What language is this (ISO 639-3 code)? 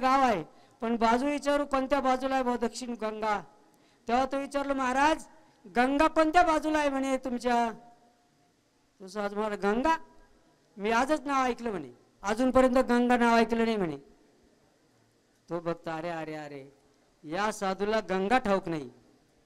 mar